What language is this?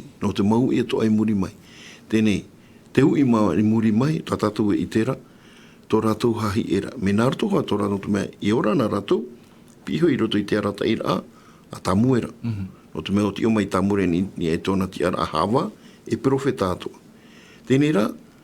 Tahitian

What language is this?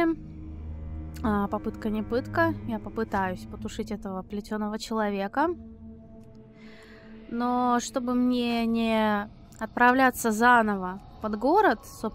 Russian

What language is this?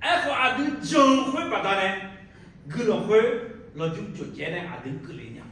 Akha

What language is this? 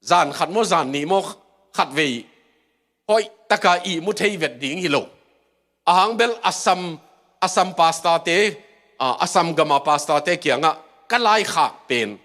Tedim Chin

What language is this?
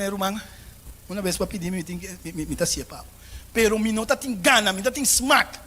Papiamento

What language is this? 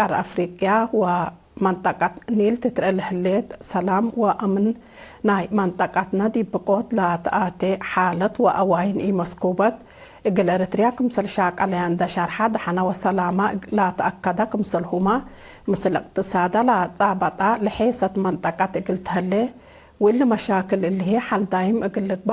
Tigre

